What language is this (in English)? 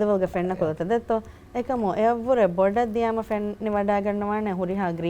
Divehi